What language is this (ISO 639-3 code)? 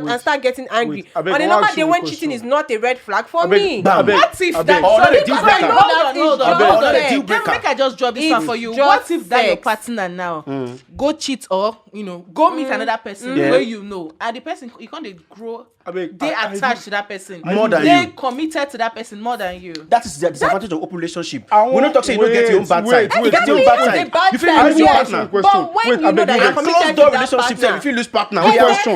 pcm